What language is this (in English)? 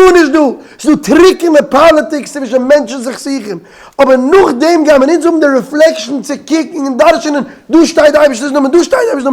Yiddish